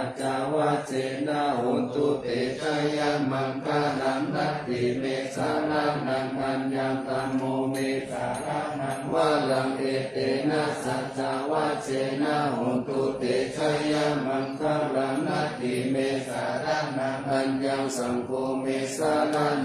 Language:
Pali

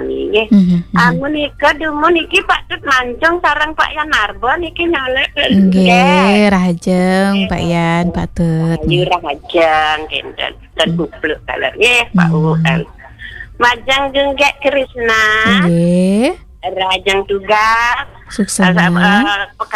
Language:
Balinese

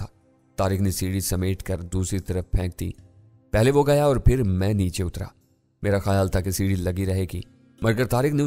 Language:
Urdu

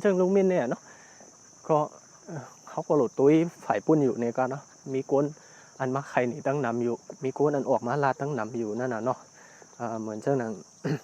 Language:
Shan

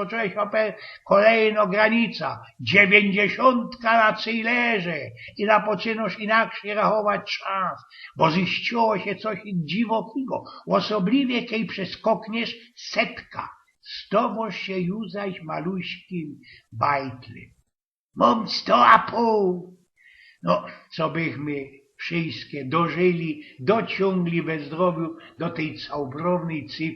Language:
Silesian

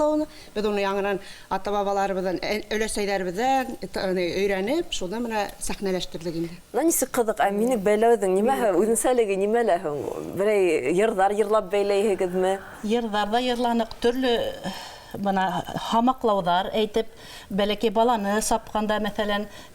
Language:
Bashkir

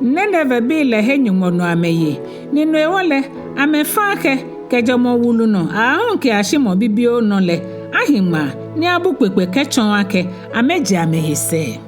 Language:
Ga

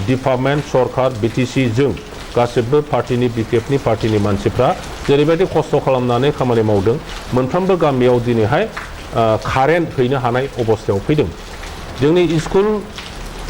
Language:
Bodo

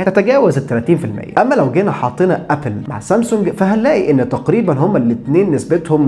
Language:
Egyptian Arabic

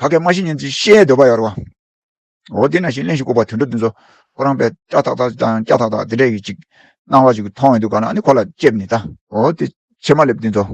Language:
Tibetan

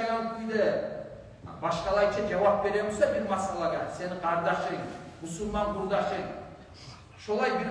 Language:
Kumyk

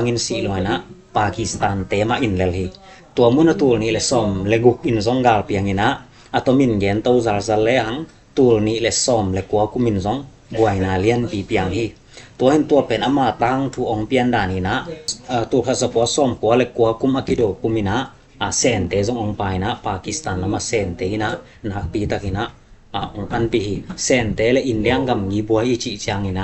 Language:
Tedim Chin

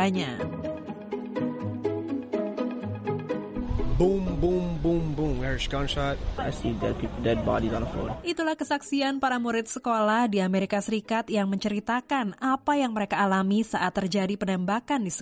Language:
Indonesian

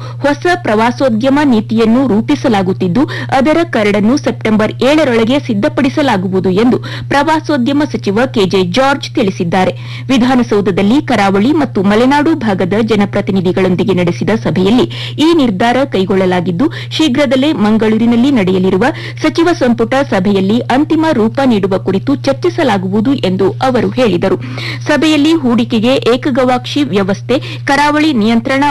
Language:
Kannada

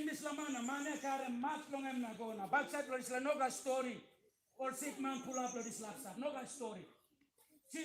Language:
Tok Pisin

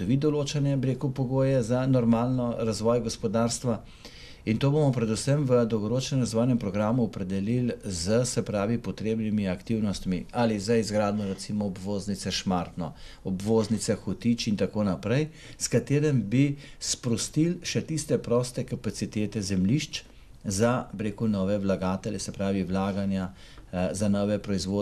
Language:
Slovenian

